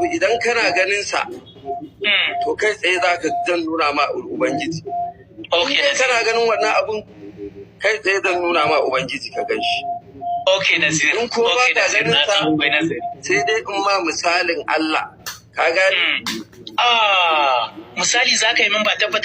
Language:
Hausa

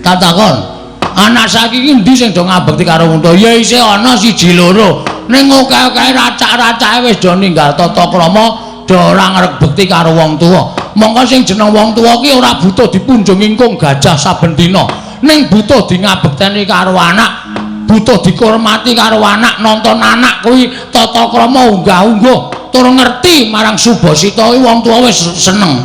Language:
Javanese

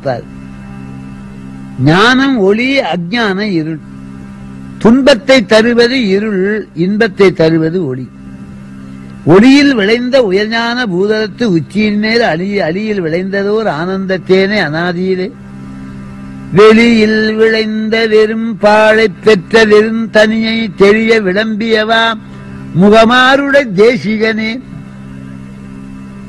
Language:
Tamil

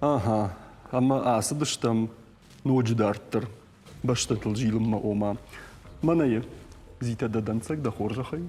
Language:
Ossetic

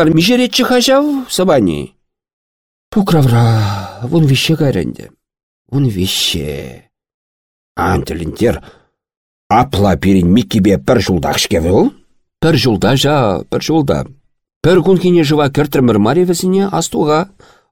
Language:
Chuvash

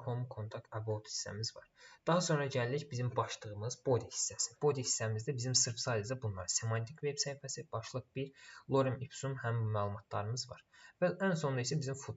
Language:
Azerbaijani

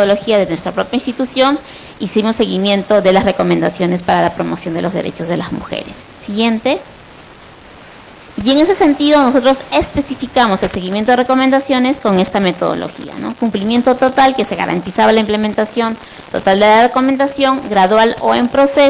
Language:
Spanish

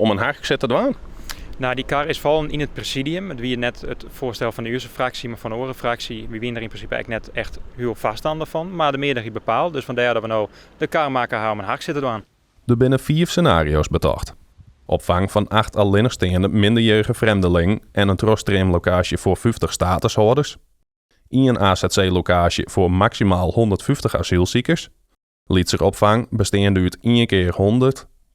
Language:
Western Frisian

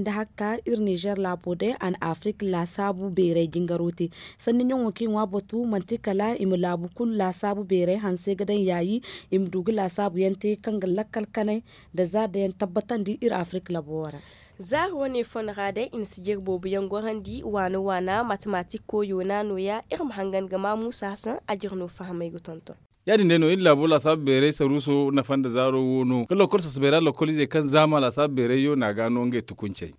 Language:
Zarma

